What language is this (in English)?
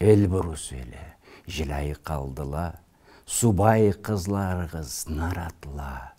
Karachay-Balkar